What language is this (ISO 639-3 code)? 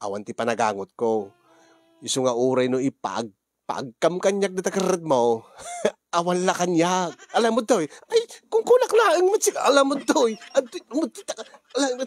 ilo